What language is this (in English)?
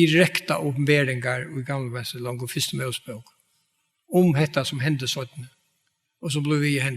Faroese